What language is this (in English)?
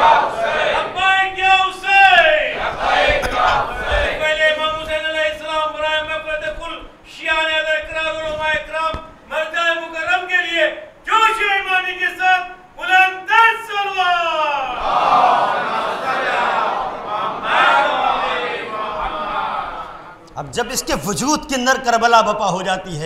Urdu